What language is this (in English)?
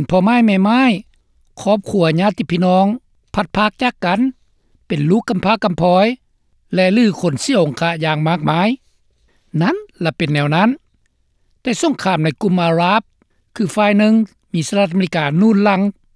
Lao